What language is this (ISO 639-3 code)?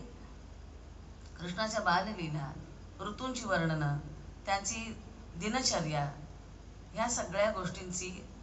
mar